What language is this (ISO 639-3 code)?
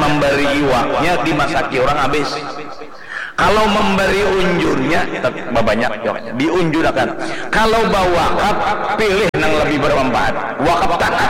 bjn